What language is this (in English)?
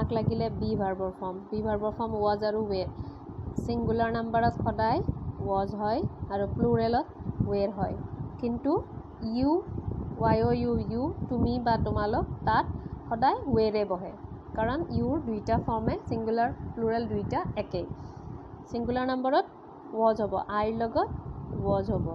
Assamese